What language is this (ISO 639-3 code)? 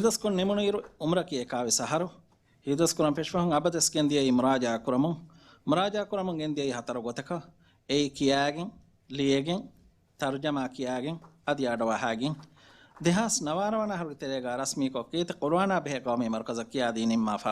div